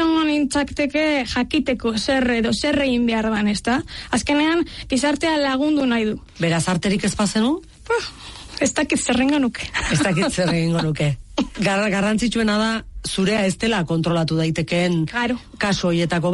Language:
Basque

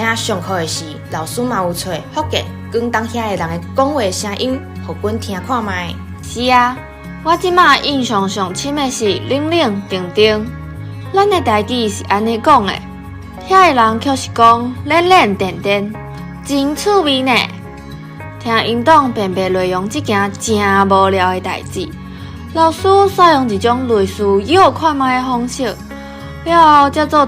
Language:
Min Nan Chinese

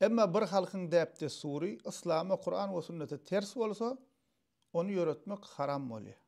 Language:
Turkmen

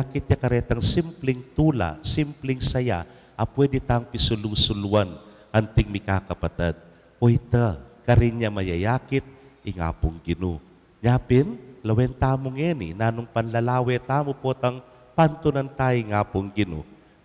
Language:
Pampanga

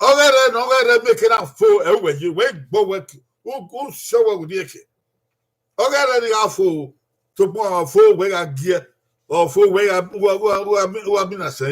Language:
Bini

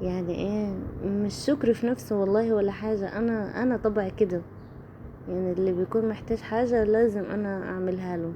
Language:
Egyptian Arabic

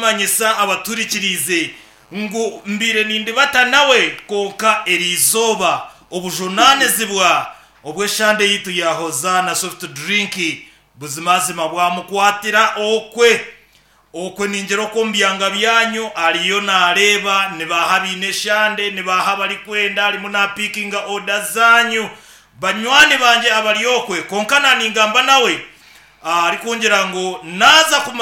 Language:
Nyankole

